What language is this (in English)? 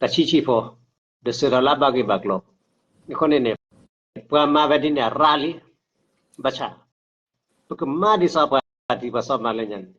S'gaw Karen